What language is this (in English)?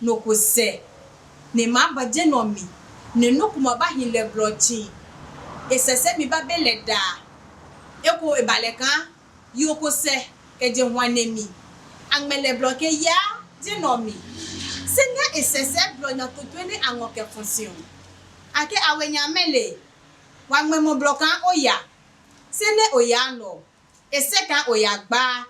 Adangme